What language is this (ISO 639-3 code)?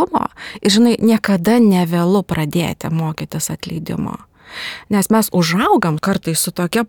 lit